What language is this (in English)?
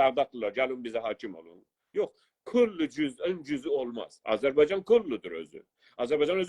South Azerbaijani